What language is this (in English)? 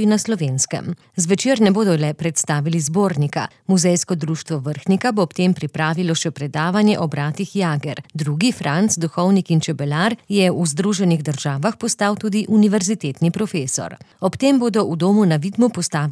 Slovenian